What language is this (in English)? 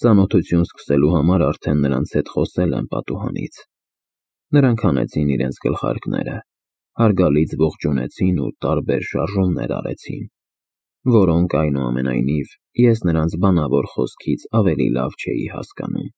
Armenian